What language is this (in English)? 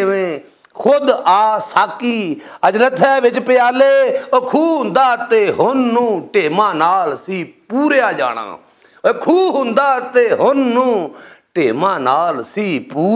Western Panjabi